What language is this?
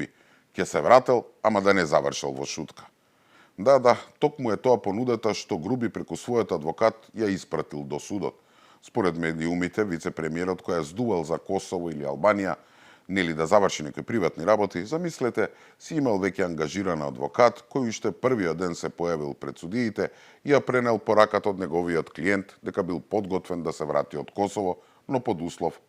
Macedonian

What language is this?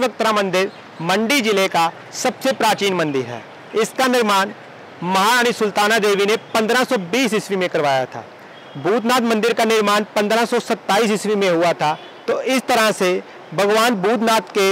Hindi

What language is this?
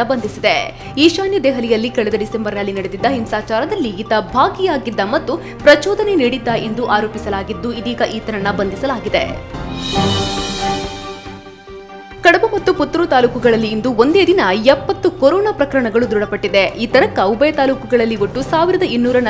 Kannada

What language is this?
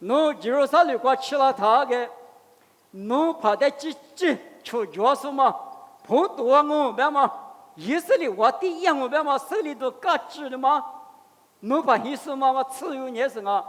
Lisu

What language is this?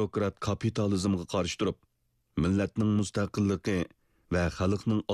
Uyghur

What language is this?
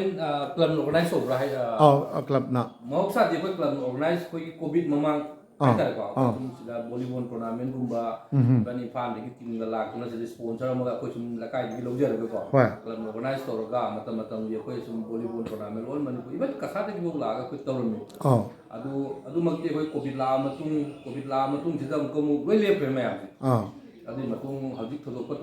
Manipuri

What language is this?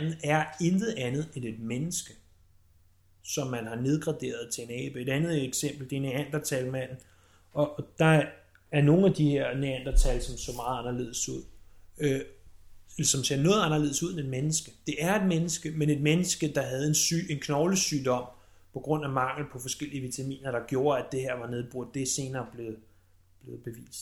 Danish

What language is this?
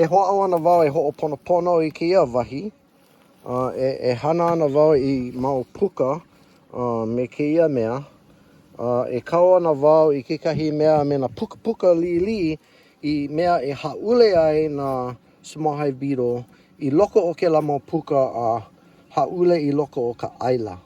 Hawaiian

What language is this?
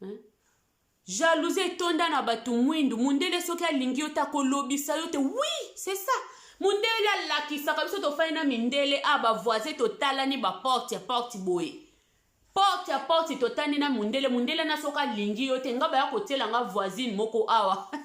Lingala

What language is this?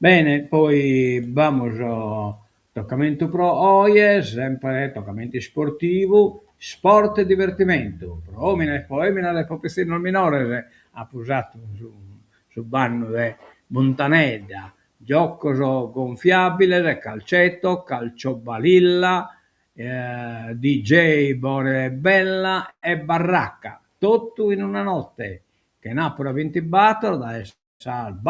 Sardinian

